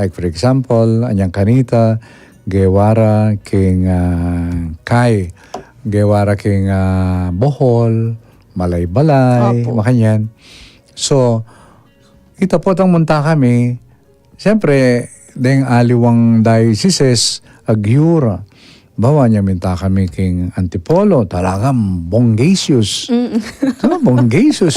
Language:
Pampanga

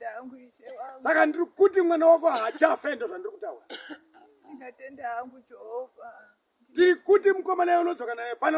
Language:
Shona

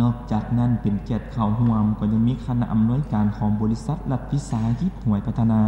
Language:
Lao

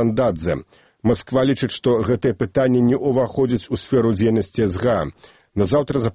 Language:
Belarusian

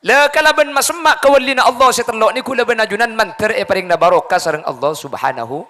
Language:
Madurese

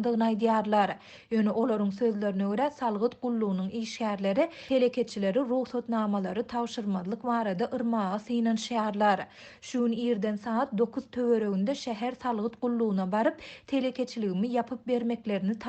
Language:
Turkmen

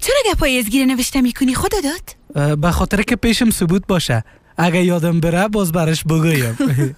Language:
Persian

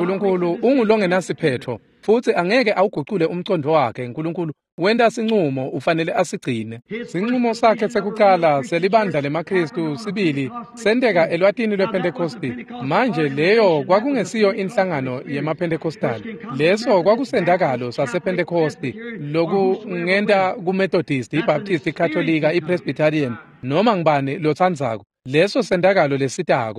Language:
Swati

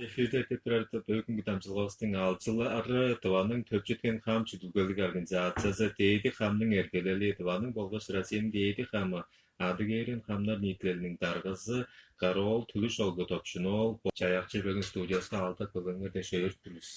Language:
Tuvinian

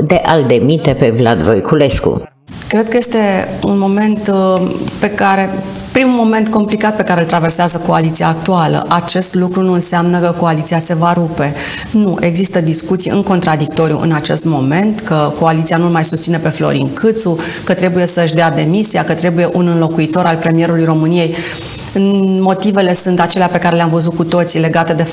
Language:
Romanian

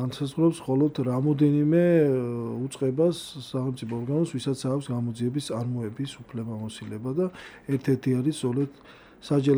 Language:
Georgian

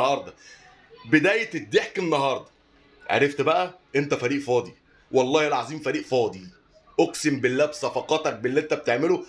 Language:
Egyptian Arabic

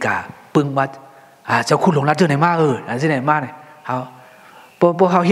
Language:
Thai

